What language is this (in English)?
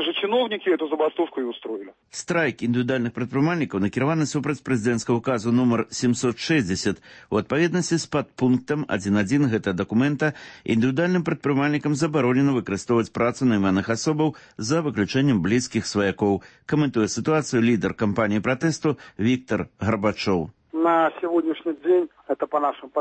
Belarusian